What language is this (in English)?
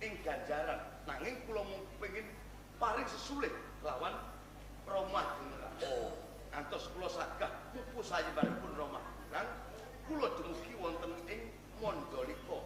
Javanese